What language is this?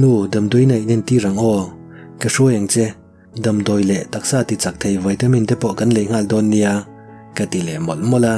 Mizo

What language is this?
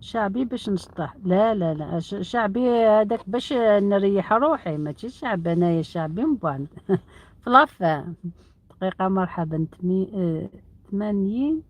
Algerian Arabic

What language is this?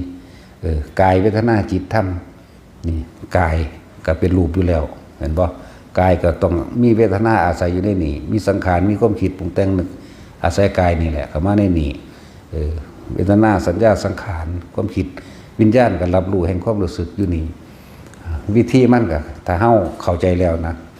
Northeastern Thai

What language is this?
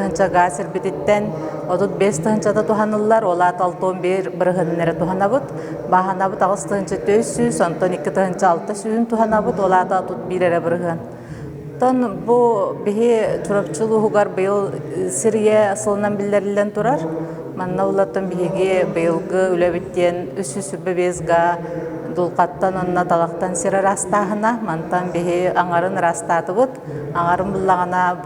Yakut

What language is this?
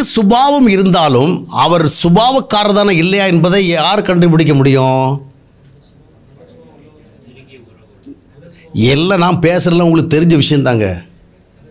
Tamil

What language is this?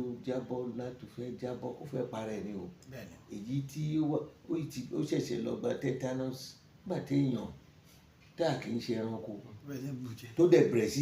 Yoruba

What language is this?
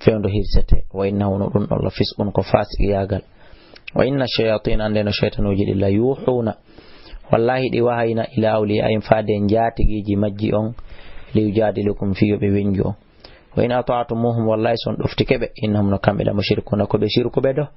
Fula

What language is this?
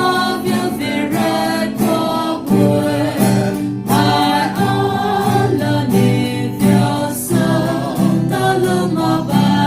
Poumei Naga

